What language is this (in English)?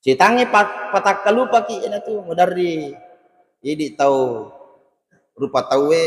Buginese